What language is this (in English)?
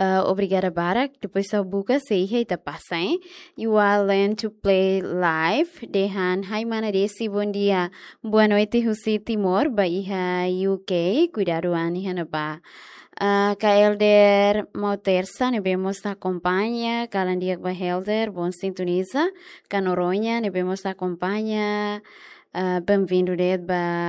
Tetum